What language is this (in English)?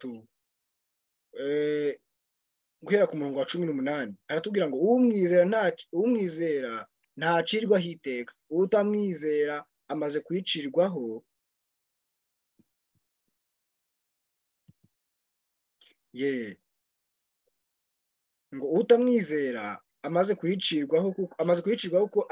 Kinyarwanda